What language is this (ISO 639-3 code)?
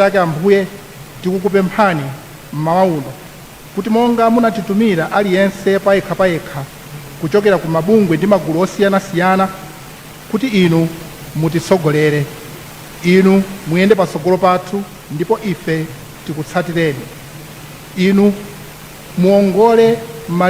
nya